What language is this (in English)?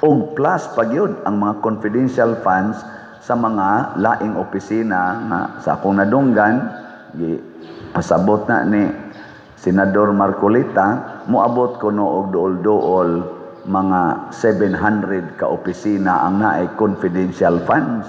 Cebuano